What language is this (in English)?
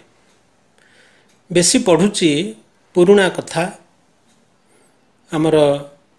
Odia